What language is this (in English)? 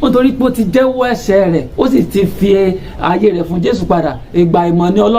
Yoruba